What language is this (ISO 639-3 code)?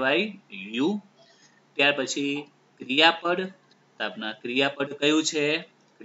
guj